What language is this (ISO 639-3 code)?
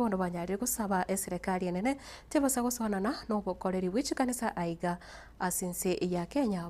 guz